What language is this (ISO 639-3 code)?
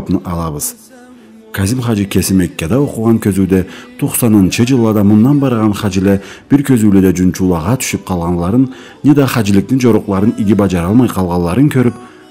krc